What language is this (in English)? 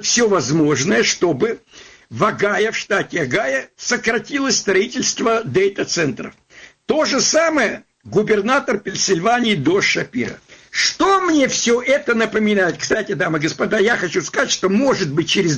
Russian